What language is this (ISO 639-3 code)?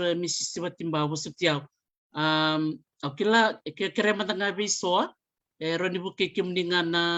fij